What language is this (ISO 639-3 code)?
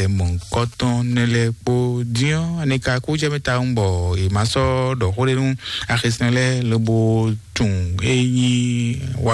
fon